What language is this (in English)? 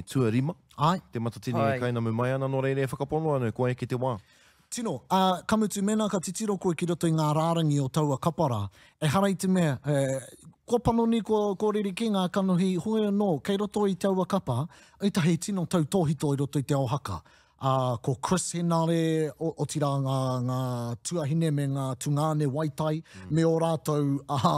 Māori